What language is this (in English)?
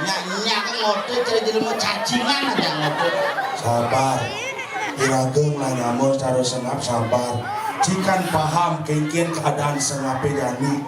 Balinese